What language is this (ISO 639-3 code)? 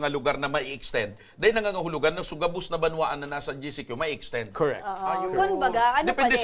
bik